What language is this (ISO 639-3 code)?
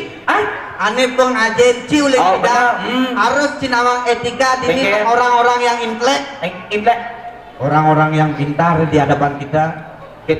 ban